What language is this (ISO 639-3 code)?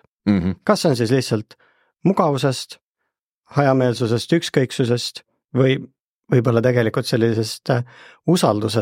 est